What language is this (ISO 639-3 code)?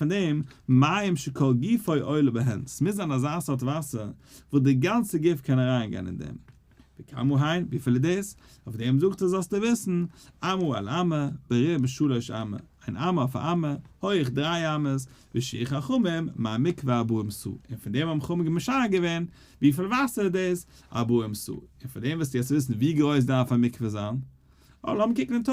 yid